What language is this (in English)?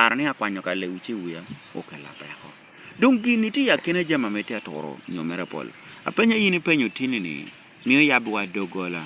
Lango (Uganda)